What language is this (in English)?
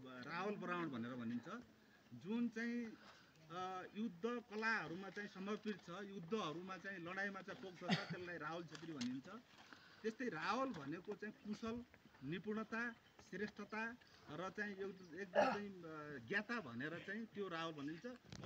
Nepali